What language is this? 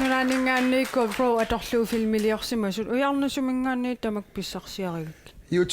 Kalaallisut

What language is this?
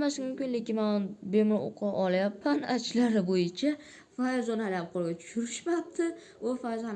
Uzbek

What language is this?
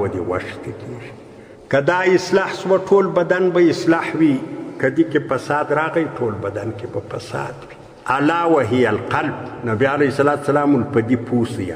Pashto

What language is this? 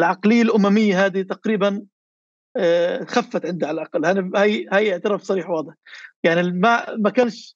North Levantine Arabic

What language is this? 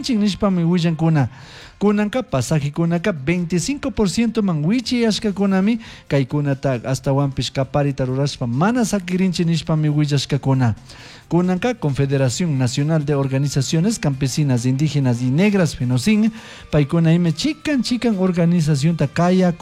Chimborazo Highland Quichua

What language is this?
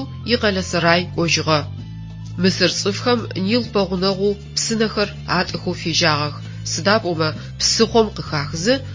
Adyghe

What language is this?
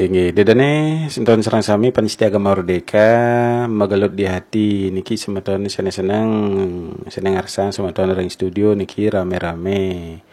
Balinese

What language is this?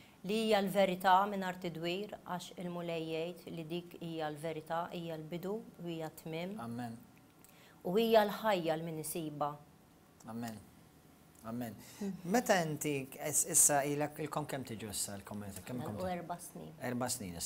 Maltese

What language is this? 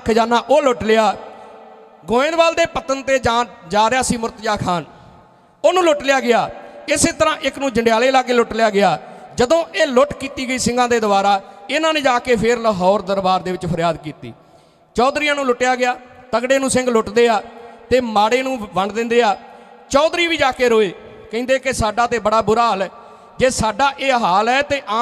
Punjabi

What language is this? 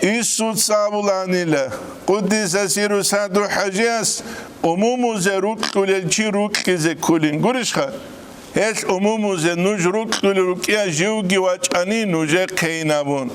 Avaric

